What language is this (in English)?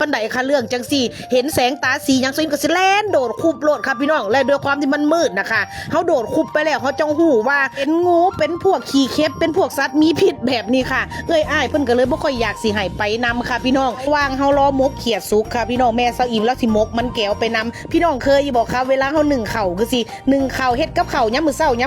Northeastern Thai